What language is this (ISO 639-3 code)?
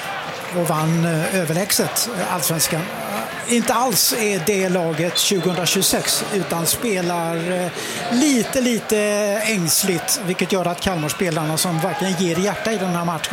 swe